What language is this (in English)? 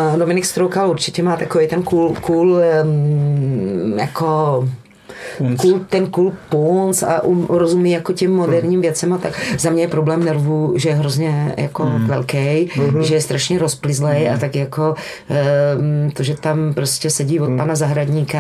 Czech